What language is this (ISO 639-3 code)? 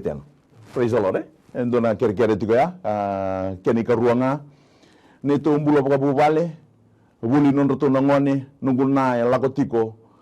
fij